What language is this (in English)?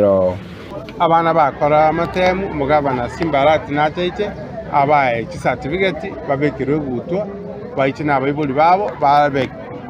Gusii